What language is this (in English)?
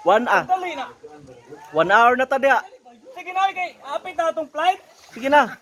Cebuano